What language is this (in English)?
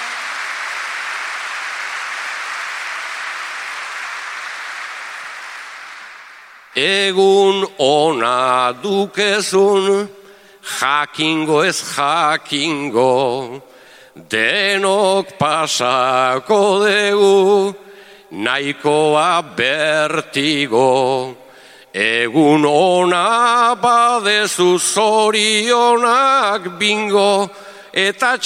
Basque